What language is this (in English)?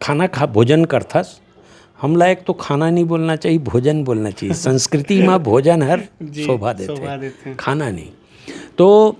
Chhattisgarhi